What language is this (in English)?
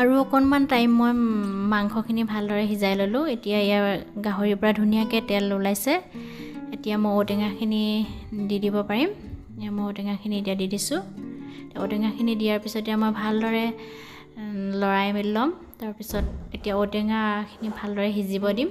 Assamese